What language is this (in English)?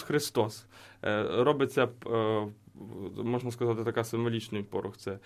Ukrainian